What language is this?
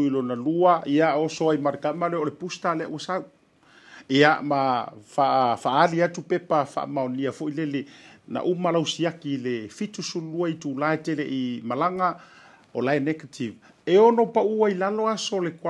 Samoan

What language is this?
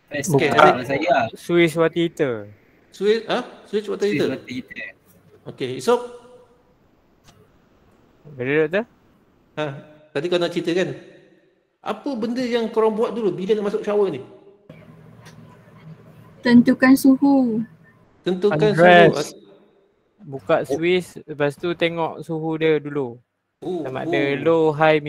Malay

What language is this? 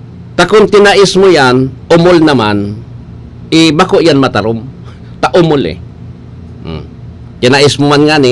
Bikol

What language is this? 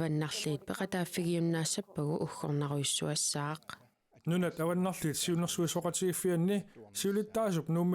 Kalaallisut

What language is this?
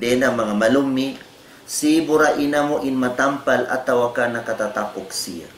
Tausug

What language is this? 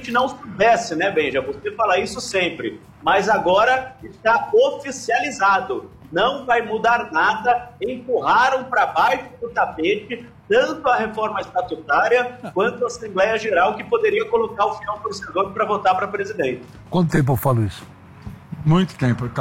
Portuguese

